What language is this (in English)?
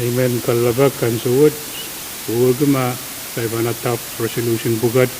Pohnpeian